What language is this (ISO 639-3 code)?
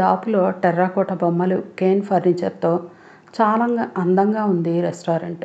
tel